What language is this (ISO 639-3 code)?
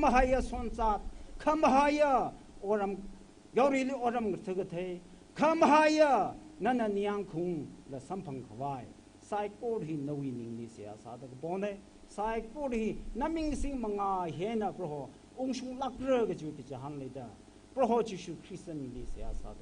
nmf